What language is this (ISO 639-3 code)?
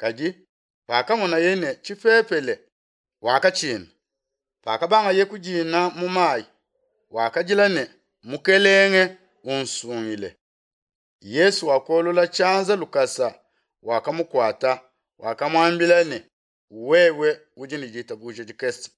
lua